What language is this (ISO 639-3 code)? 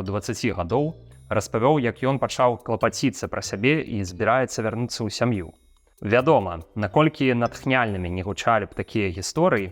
bel